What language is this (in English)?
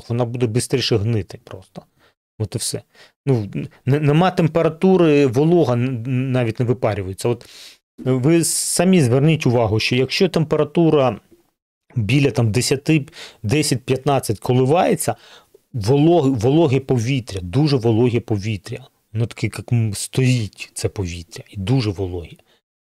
Ukrainian